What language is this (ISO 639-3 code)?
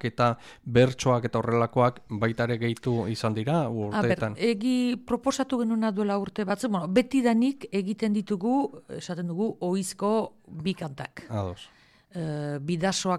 eus